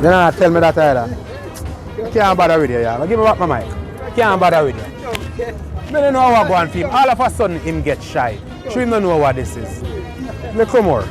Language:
Jamaican Creole English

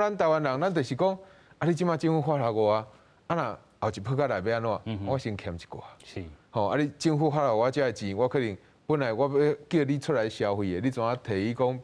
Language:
Min Nan Chinese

